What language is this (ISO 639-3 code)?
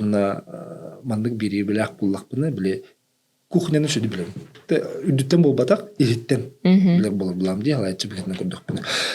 sah